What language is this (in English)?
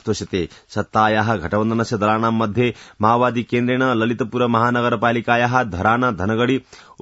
Sanskrit